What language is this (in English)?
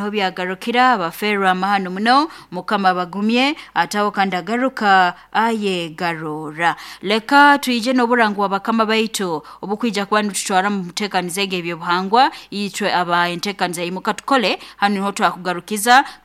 Nyoro